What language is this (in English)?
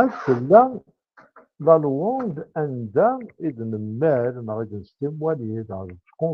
Kabyle